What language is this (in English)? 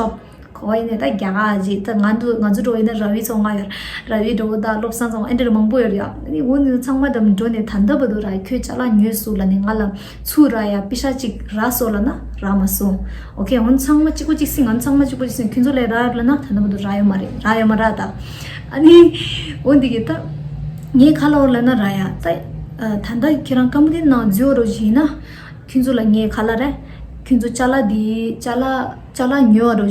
Tibetan